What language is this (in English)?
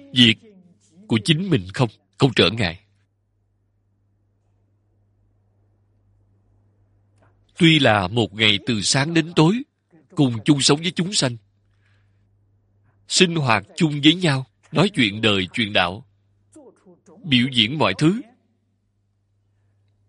Vietnamese